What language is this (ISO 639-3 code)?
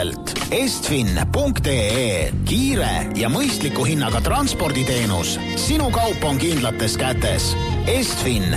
est